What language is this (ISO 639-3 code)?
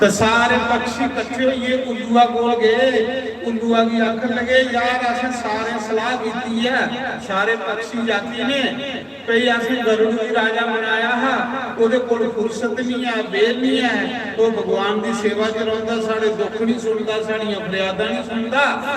doi